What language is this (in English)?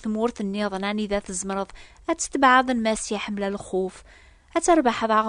Kabyle